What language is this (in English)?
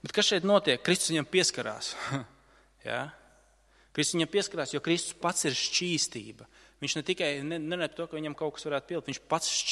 Latvian